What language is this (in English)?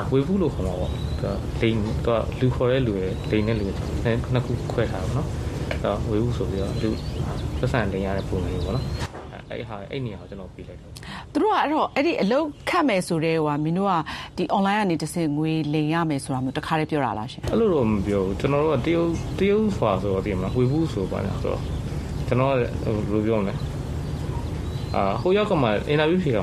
Burmese